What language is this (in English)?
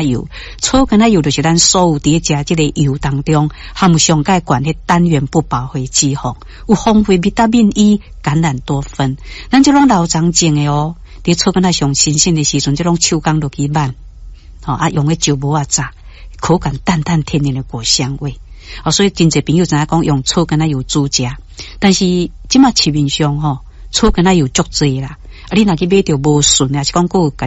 Min Nan Chinese